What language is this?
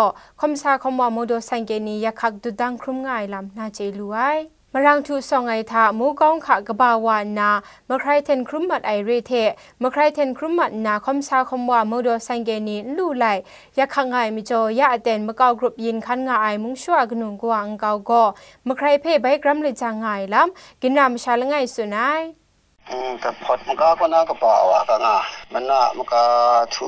Kachin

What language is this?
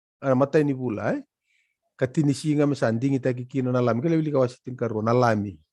Fijian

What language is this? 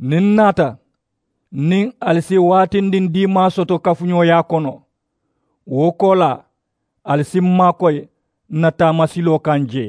Mandingo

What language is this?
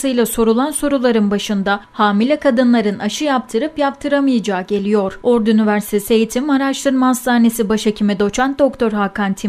Turkish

